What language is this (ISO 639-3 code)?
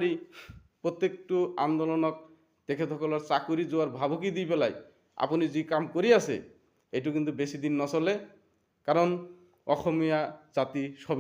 asm